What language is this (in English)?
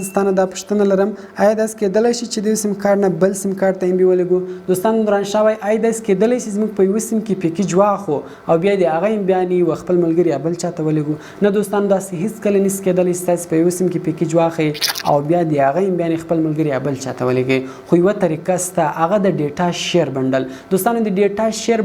Pashto